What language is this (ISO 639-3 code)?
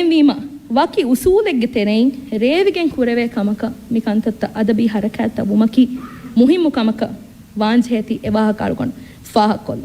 div